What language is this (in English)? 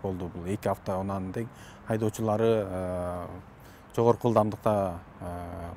Kyrgyz